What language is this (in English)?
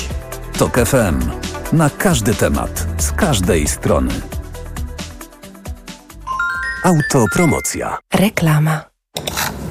Polish